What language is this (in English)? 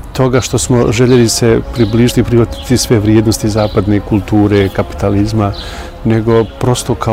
Bosnian